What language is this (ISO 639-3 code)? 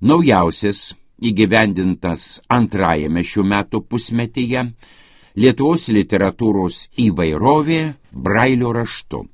lit